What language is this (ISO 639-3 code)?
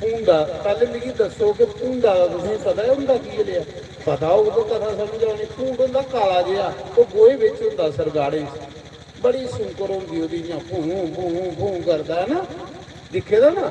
doi